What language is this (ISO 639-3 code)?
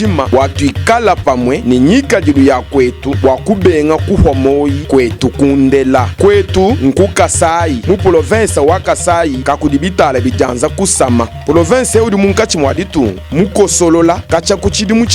lua